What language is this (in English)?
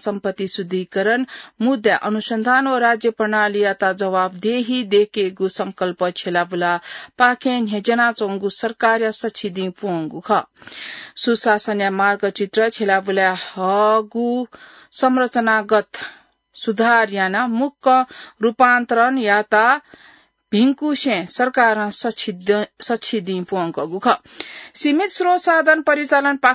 Newari